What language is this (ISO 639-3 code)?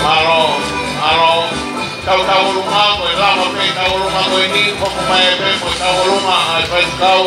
ton